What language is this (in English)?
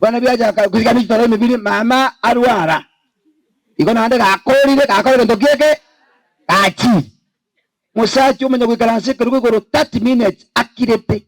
Gusii